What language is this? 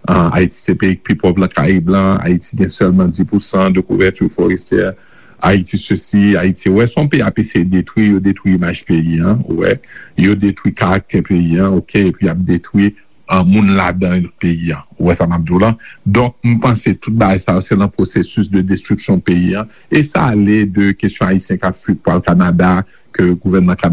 Haitian Creole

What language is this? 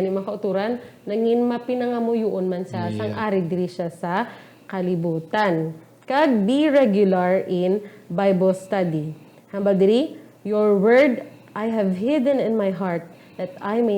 Hiligaynon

